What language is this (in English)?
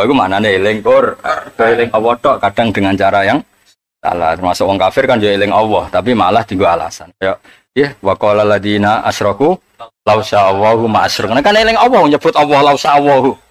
Javanese